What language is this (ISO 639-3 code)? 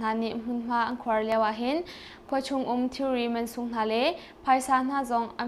cnh